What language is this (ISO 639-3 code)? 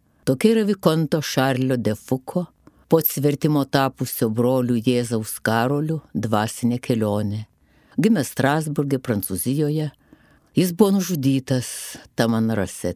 lit